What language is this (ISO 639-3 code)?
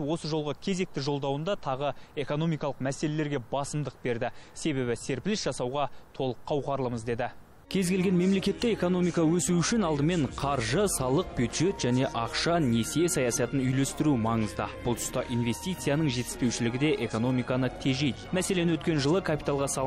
kaz